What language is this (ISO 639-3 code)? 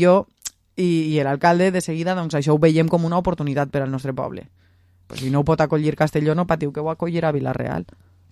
cat